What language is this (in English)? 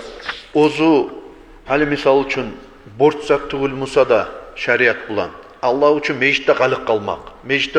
Kumyk